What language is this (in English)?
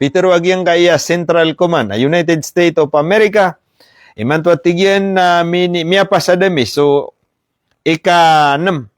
Maranao